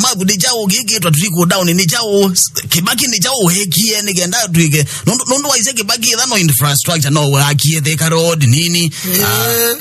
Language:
Kamba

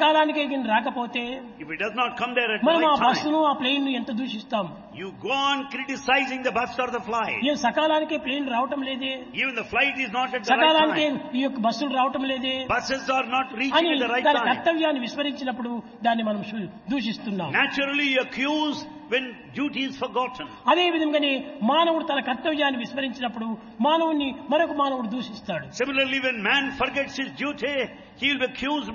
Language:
Telugu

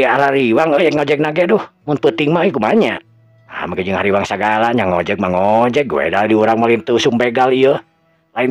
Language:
Sundanese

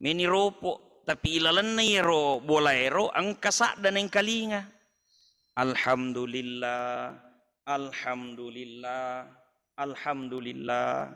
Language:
Buginese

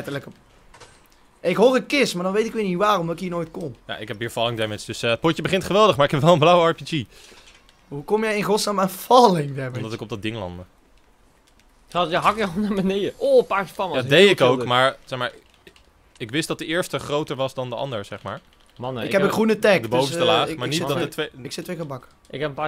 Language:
Dutch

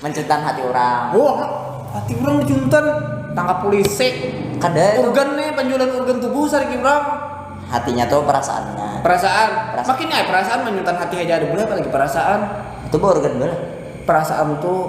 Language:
Banjar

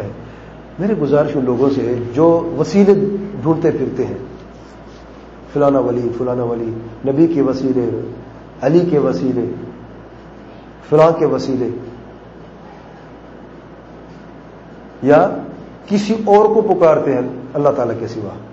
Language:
Urdu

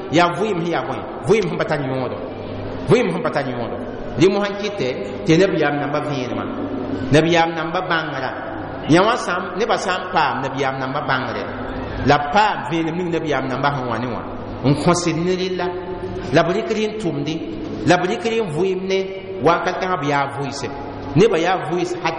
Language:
Mossi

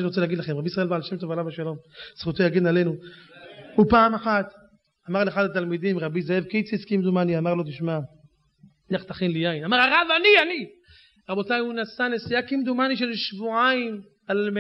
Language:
Hebrew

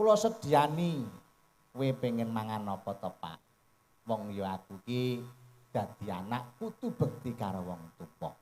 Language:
Javanese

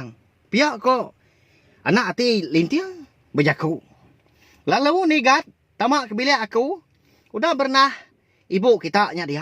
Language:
Iban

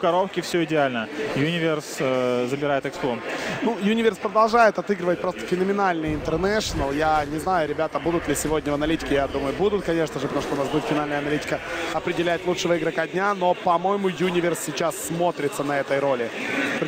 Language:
Russian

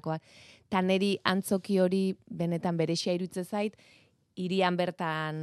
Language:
Basque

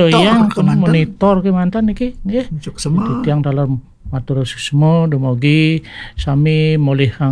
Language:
Balinese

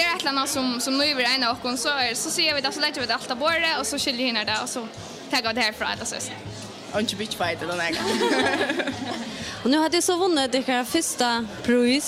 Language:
Faroese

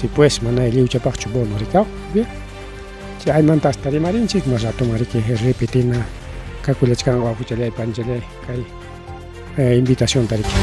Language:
Ayacucho Quechua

